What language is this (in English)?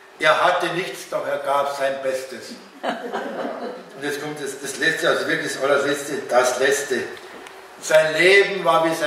Bavarian